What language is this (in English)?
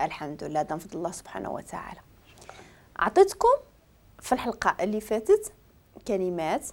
Moroccan Arabic